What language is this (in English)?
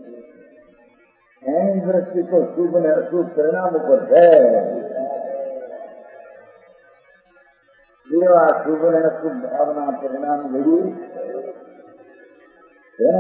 Gujarati